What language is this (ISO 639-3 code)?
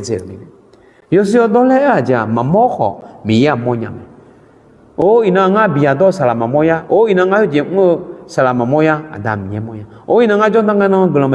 ahk